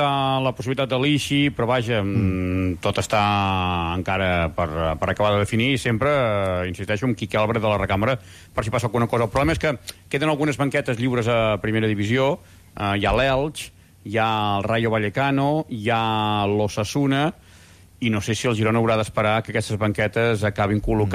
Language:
Catalan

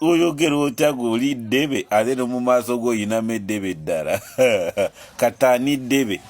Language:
Ganda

